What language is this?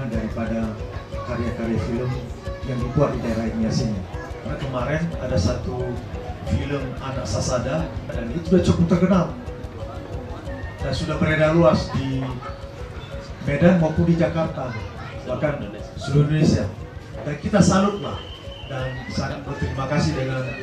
Indonesian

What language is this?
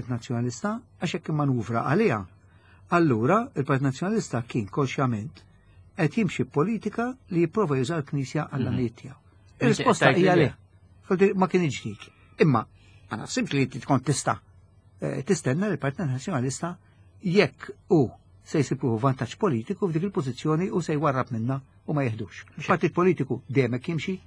Maltese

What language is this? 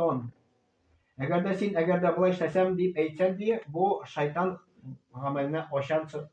Tatar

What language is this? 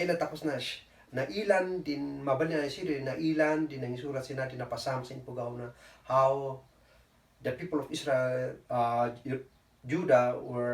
Kankanaey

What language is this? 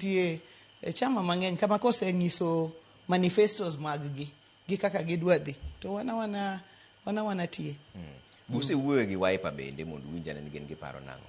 Luo (Kenya and Tanzania)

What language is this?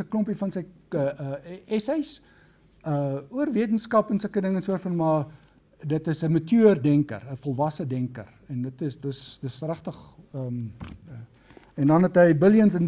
Afrikaans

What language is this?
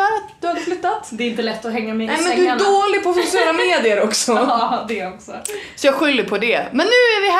Swedish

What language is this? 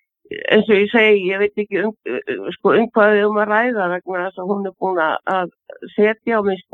Icelandic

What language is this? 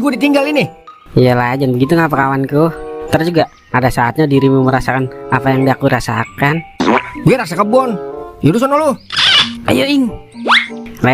Betawi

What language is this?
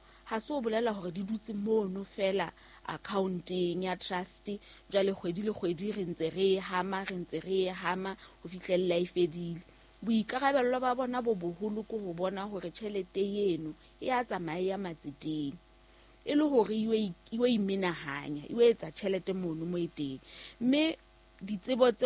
Southern Sotho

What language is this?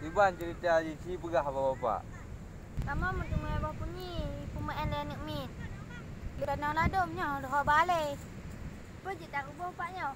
Achinese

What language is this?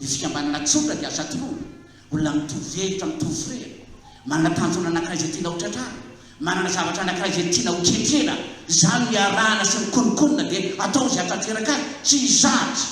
Malagasy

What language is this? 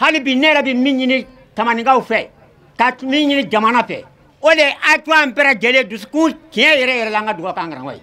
Bambara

